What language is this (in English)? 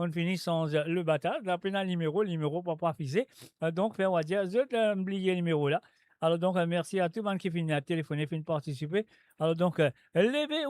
Morisyen